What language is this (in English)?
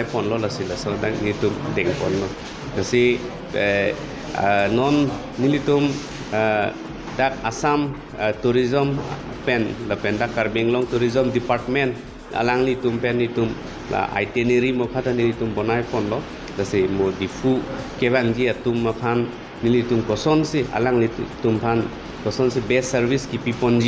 Karbi